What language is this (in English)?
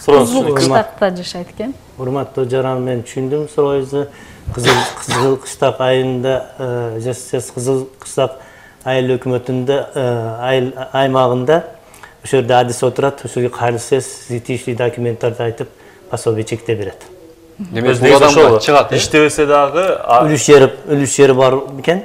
Kyrgyz